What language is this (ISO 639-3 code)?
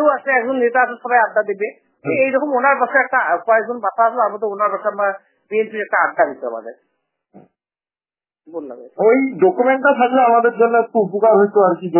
ben